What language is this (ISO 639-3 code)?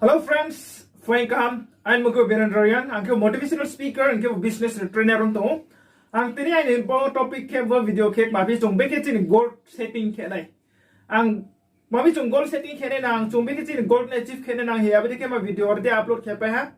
ria